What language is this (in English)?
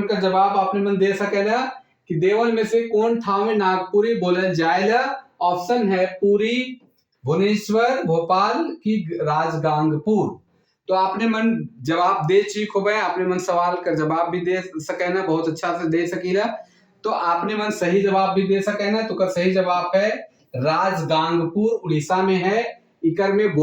Sadri